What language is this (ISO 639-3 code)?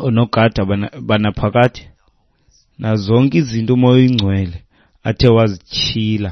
xho